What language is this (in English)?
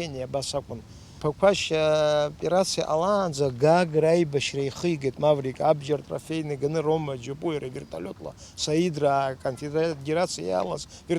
Abkhazian